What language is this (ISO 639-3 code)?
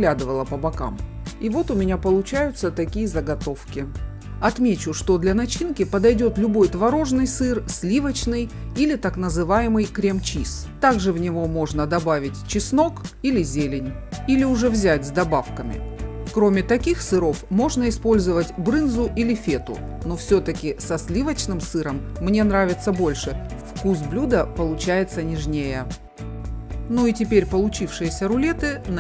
rus